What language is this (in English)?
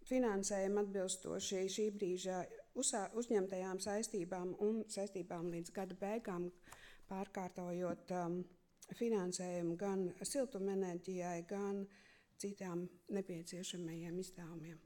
Latvian